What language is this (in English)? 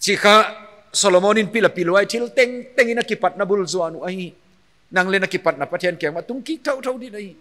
Paite Chin